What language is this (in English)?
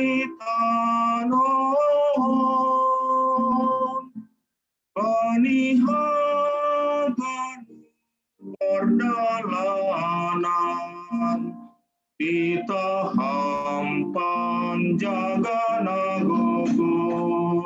Batak Simalungun